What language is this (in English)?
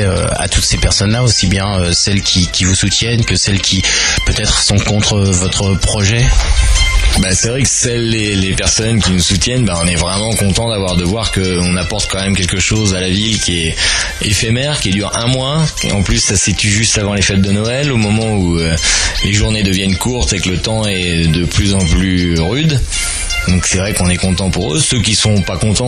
French